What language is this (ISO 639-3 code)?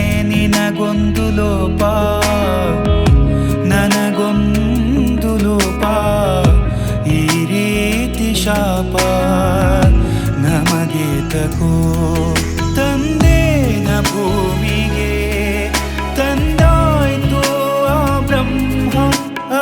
kan